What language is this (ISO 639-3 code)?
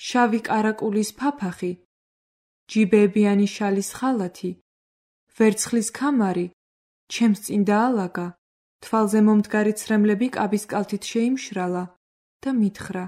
kat